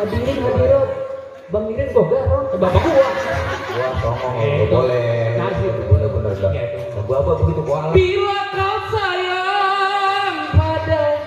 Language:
Betawi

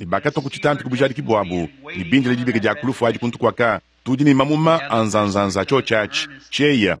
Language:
Luba-Lulua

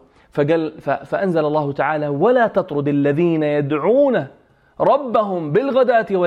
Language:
North Levantine Arabic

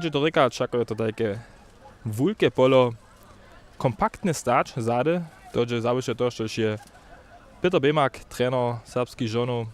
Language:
Upper Sorbian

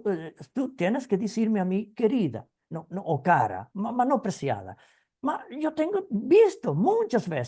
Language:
Ladino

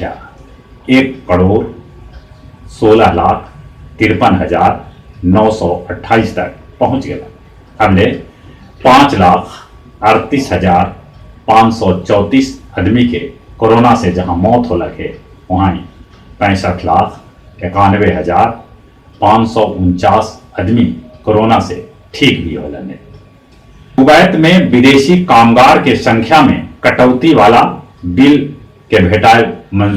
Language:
Magahi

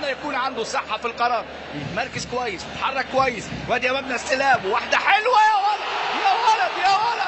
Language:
Egyptian Arabic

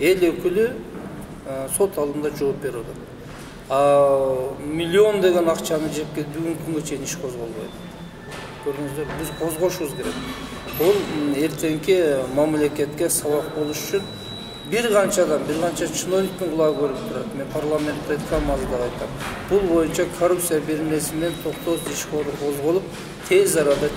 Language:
Kyrgyz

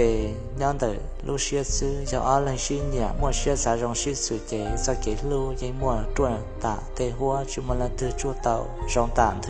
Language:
Hmong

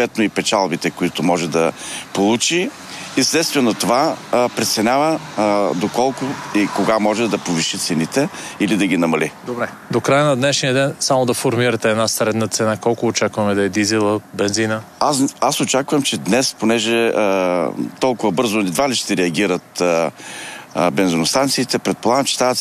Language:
Bulgarian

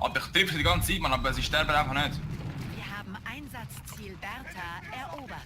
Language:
Swiss German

